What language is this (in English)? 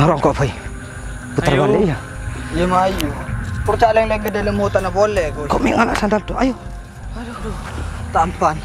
Madurese